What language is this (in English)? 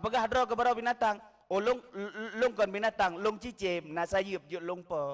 Achinese